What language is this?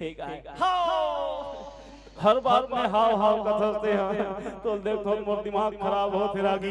Chhattisgarhi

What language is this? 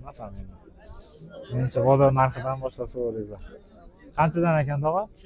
Uzbek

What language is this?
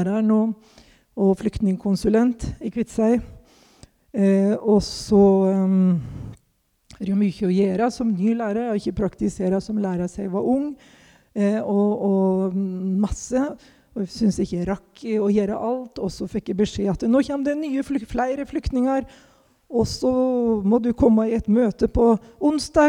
Norwegian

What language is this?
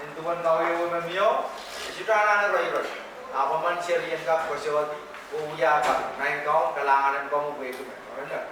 Pohnpeian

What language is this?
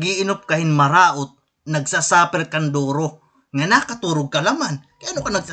Waray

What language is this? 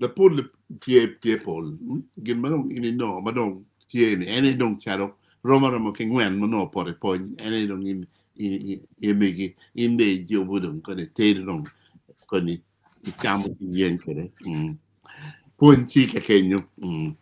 Acoli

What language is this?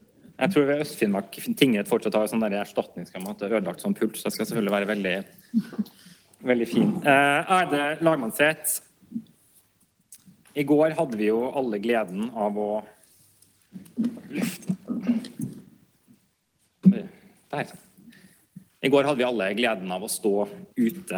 Norwegian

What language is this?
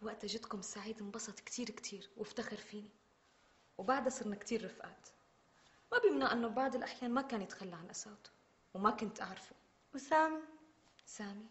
North Levantine Arabic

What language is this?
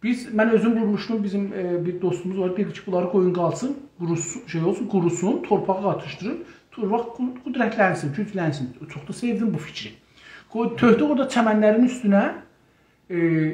South Azerbaijani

